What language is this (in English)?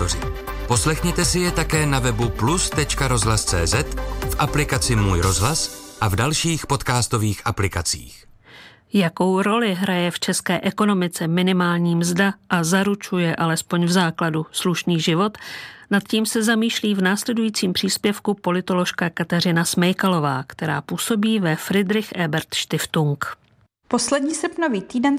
Czech